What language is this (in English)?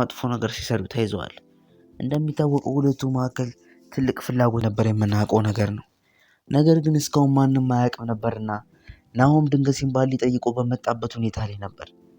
Amharic